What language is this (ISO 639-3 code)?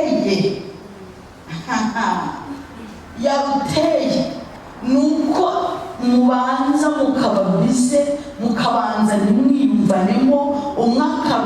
kin